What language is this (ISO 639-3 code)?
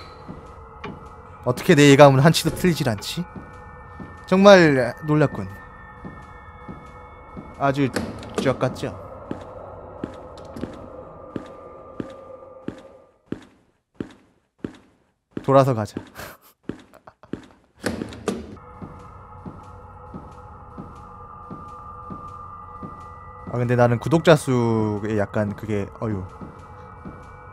kor